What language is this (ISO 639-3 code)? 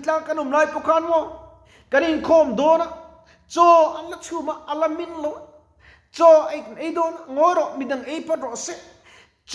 lus